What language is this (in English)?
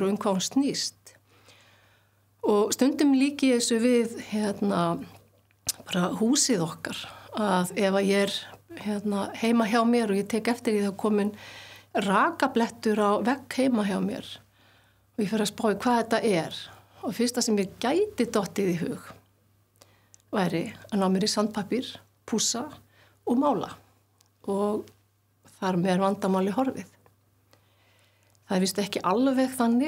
Icelandic